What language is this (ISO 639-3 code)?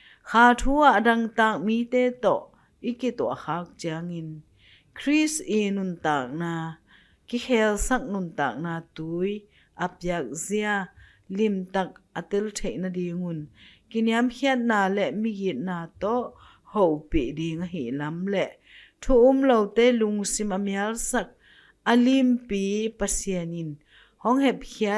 ctd